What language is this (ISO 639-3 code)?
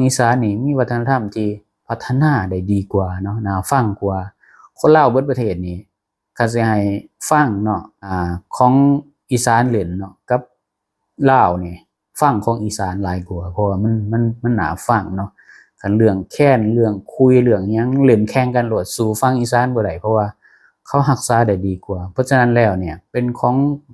lao